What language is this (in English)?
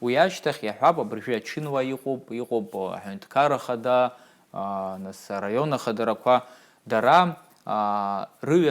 Abkhazian